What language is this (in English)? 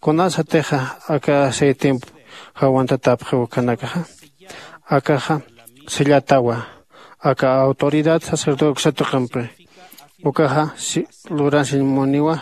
Aymara